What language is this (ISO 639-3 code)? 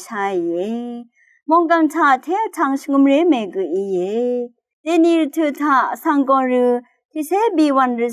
raw